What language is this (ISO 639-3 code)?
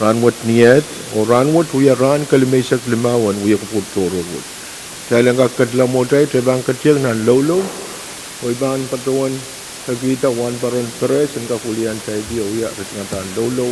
pon